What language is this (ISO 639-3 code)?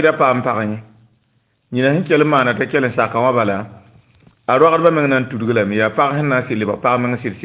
mos